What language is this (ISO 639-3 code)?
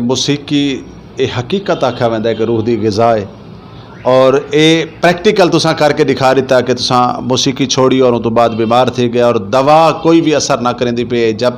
skr